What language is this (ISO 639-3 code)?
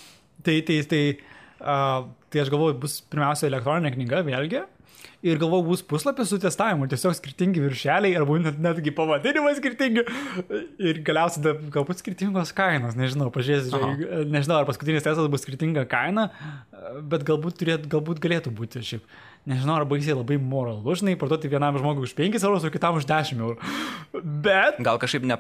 lit